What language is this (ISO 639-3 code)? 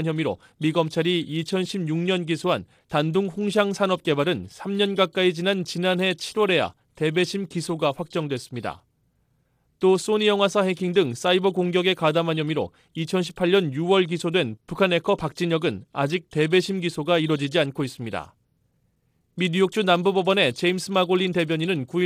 kor